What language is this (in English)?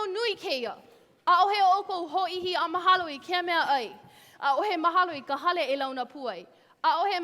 Hawaiian